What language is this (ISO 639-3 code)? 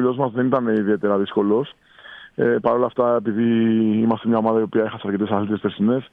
ell